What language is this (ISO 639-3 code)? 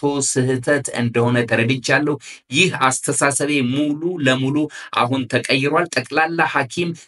amh